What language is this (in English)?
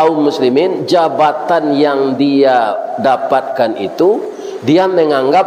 Minangkabau